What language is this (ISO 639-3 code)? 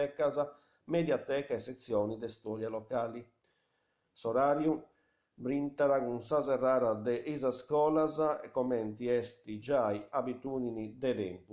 srd